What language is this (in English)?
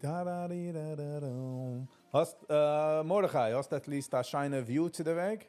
Yiddish